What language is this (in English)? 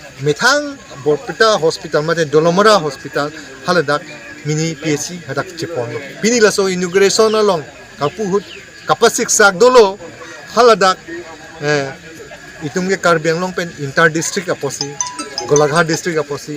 Karbi